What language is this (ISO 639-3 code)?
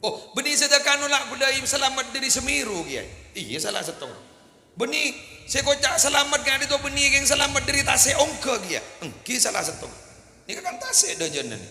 mad